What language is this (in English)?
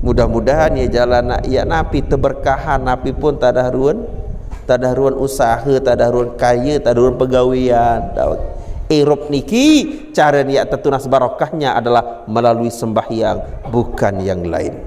Sasak